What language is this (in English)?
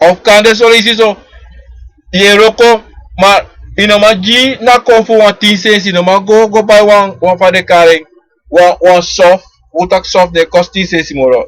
Sranan Tongo